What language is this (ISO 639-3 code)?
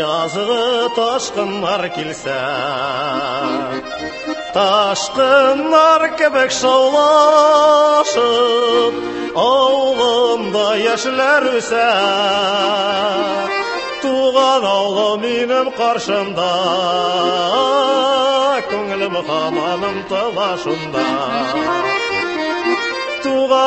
tat